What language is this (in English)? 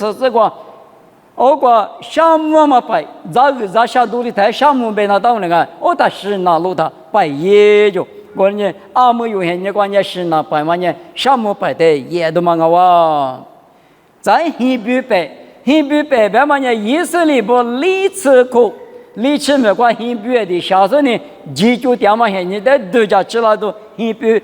Lisu